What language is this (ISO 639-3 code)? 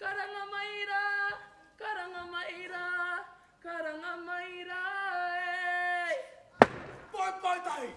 mri